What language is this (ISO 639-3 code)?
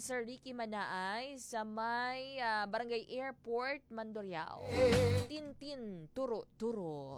hil